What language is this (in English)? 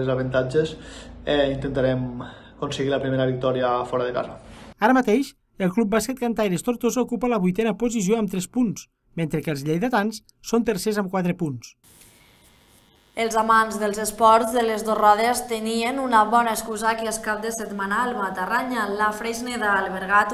Catalan